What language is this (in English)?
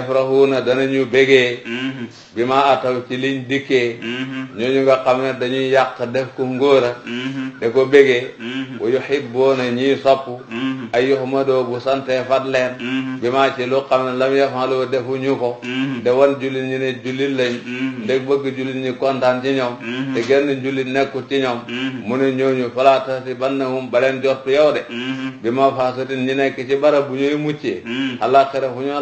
Wolof